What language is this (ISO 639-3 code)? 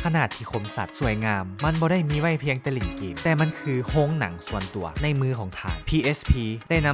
lao